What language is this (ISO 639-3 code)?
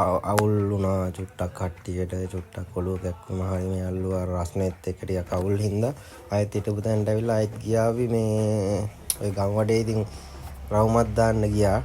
sin